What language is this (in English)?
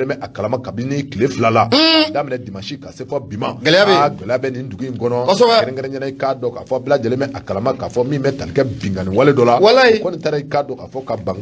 Bambara